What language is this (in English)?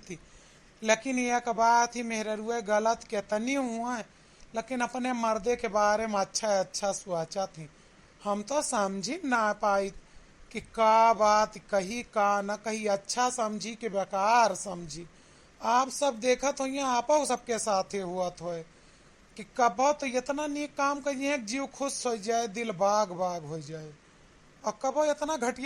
Awadhi